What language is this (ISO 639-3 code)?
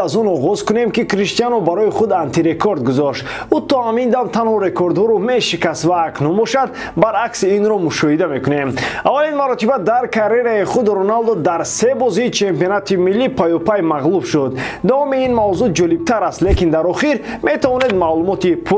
tgk